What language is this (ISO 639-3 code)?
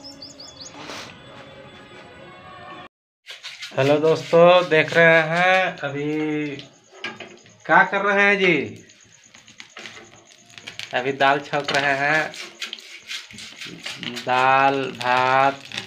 hin